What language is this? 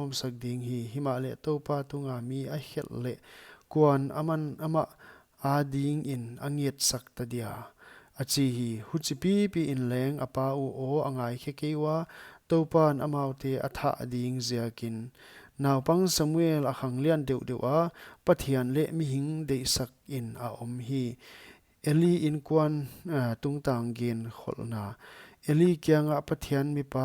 Paite Chin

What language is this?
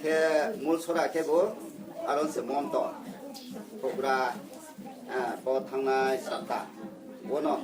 Riang (India)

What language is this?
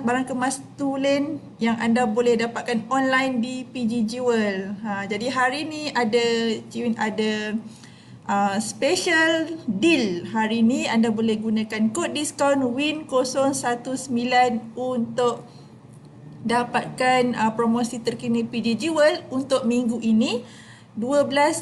Malay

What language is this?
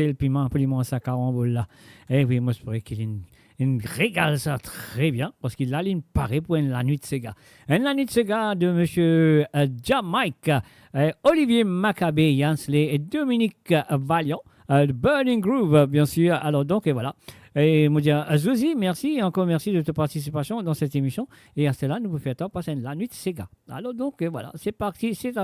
Morisyen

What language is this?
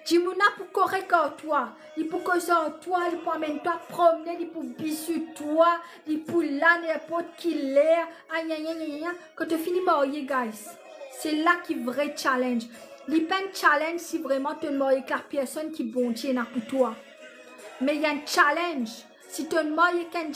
Morisyen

